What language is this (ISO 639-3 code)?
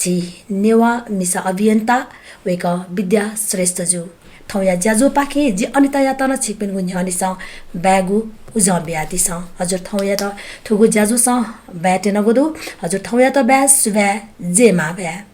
new